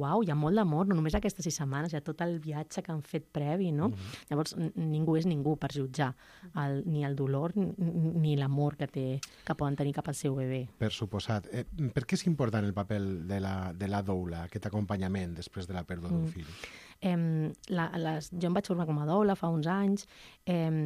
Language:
Catalan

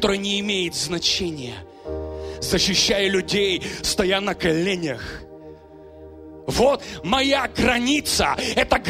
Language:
Russian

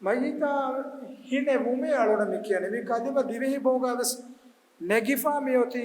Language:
Divehi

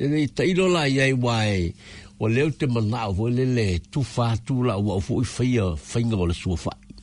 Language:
Samoan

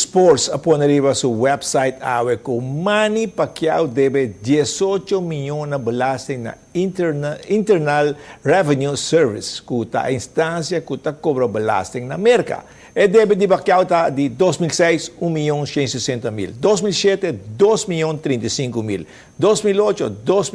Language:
Papiamento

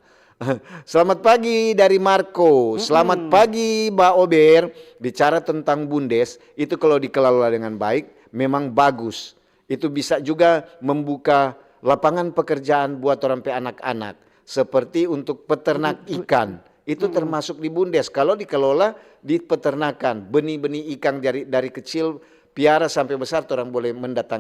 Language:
Manado Malay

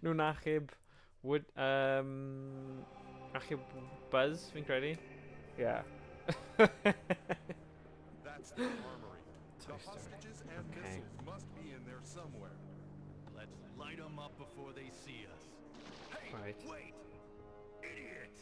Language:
Welsh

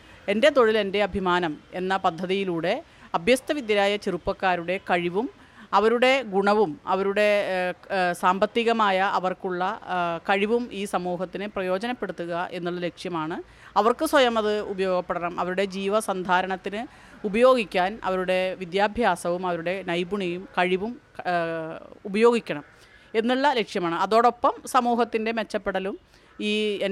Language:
Malayalam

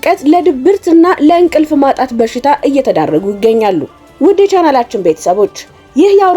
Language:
Amharic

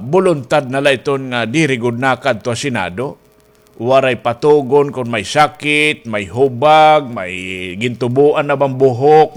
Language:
Waray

